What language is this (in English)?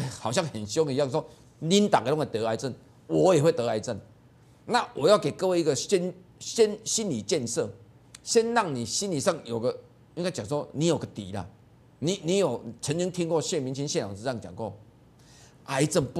Chinese